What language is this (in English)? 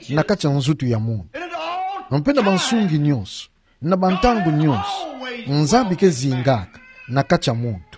Kituba (Democratic Republic of Congo)